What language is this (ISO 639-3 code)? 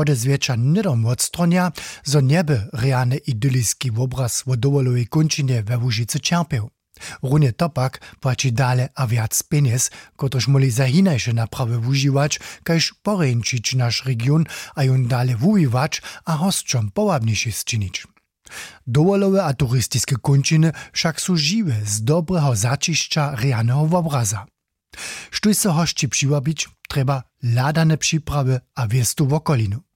hsb